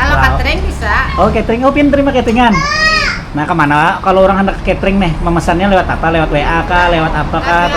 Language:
Banjar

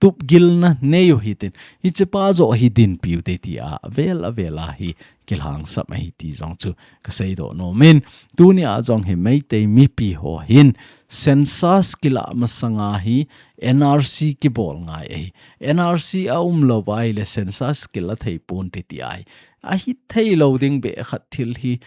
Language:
Thado Chin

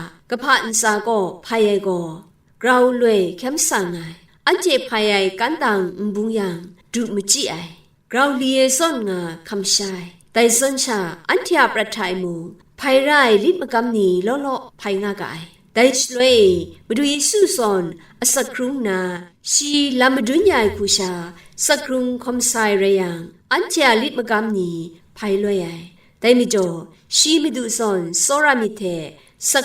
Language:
Kachin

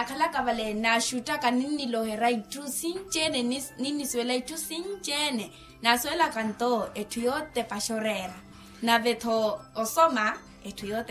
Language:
Makhuwa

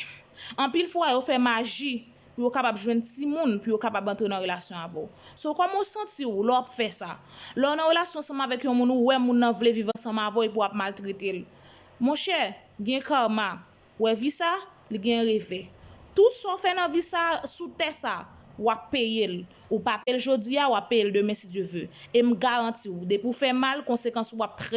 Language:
Haitian Creole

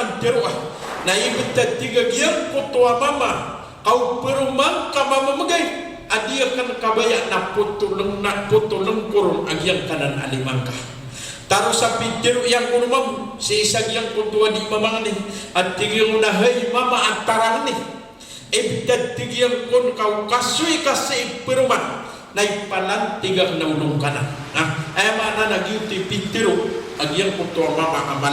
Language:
Maranao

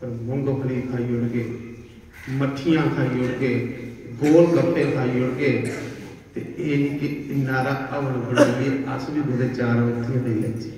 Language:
Dogri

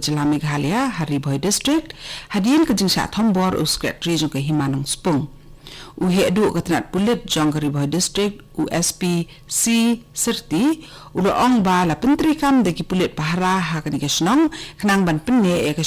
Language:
Khasi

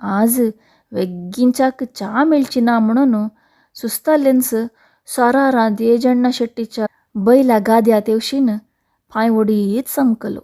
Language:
Konkani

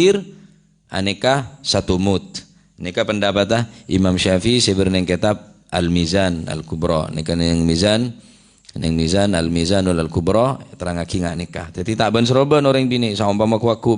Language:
Madurese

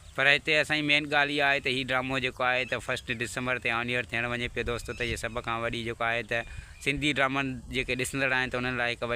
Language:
Sindhi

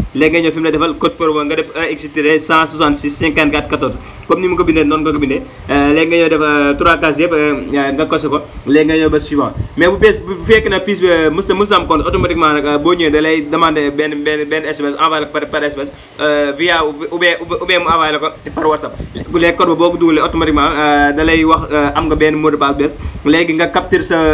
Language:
Wolof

